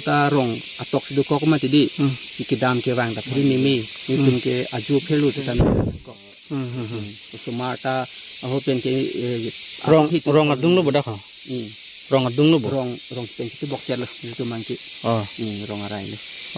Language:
Karbi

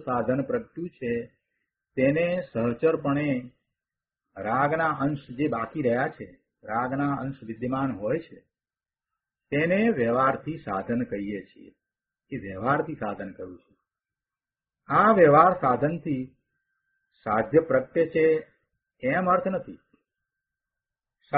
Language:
Gujarati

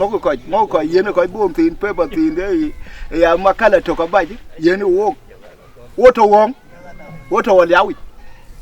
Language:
Dinka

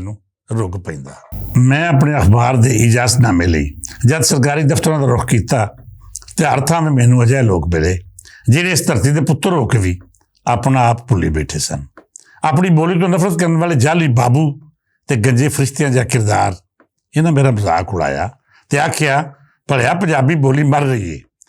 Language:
Western Panjabi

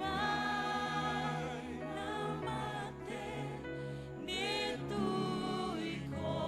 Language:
Fijian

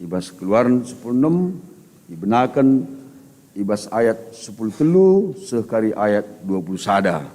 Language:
Batak Karo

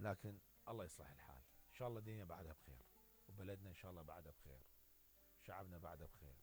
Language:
Mesopotamian Arabic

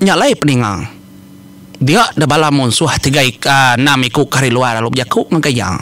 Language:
Iban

